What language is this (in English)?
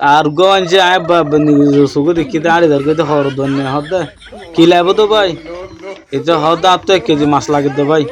Rohingya